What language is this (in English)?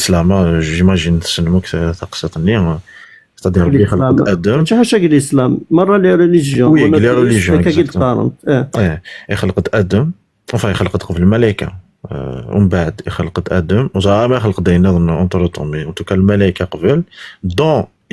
Kabyle